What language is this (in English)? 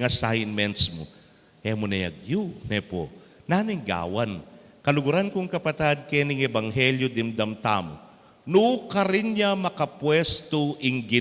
Pampanga